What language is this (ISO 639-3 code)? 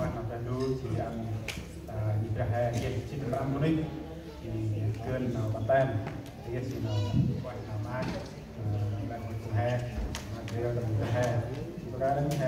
cmo